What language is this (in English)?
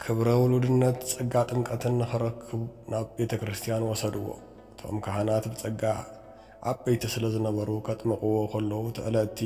Tigrinya